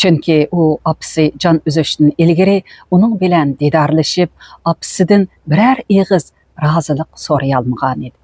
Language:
Uyghur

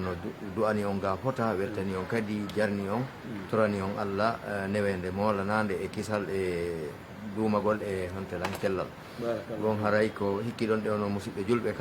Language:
Fula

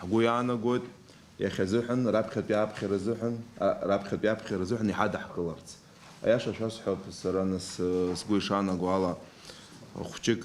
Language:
Abkhazian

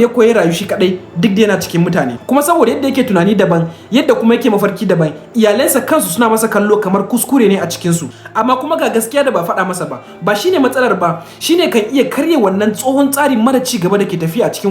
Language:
Hausa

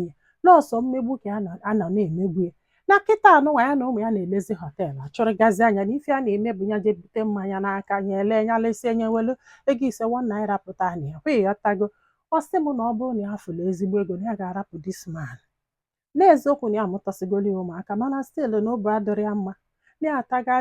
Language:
Igbo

